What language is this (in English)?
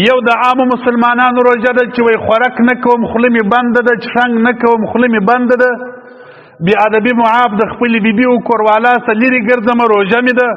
Pashto